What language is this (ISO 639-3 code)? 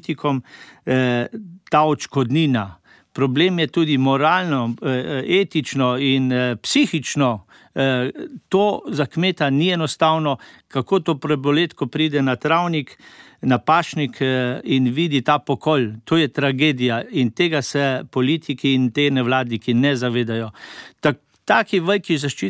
slv